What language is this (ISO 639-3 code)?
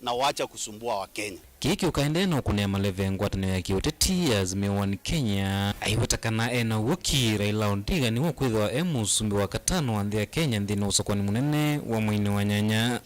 kam